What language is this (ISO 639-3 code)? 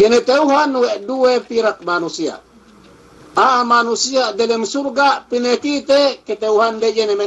yka